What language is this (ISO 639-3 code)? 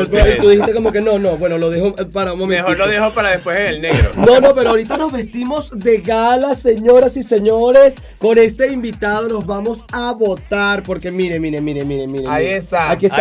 spa